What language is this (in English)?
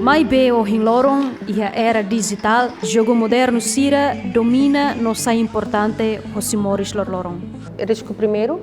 Tetum